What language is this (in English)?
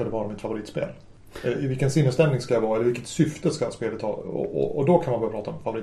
Swedish